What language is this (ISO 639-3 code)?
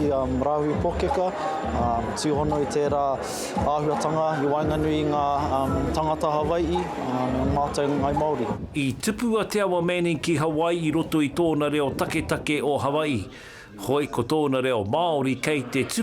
mri